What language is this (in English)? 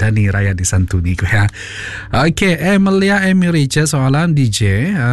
Iban